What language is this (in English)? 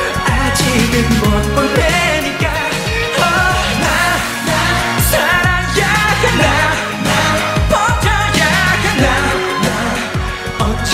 Korean